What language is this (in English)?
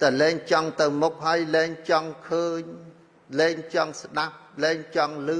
Khmer